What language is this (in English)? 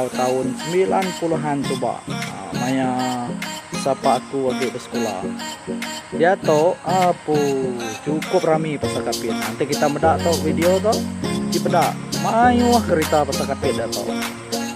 Iban